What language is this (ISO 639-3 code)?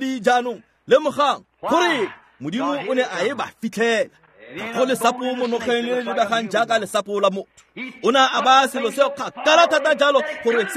tsn